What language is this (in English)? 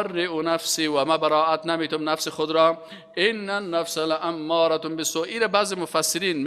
Persian